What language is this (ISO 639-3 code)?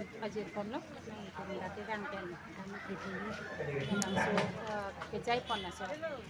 mjw